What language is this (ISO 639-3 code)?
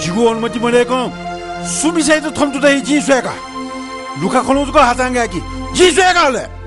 new